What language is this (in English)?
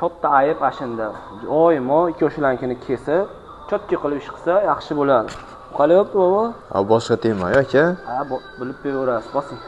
Uzbek